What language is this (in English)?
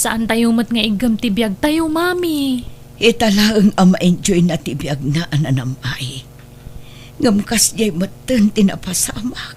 Iloko